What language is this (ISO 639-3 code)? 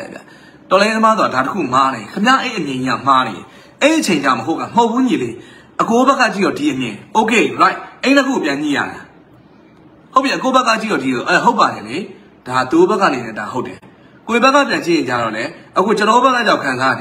mya